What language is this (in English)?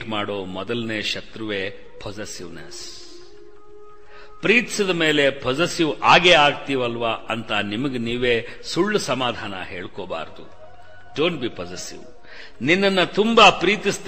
Kannada